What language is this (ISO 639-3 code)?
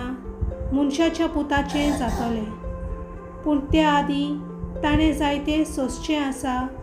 kok